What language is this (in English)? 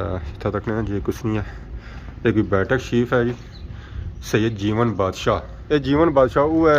Pahari-Potwari